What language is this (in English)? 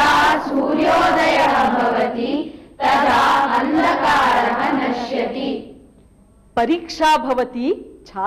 Sanskrit